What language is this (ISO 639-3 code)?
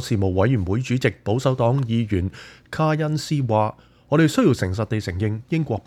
yue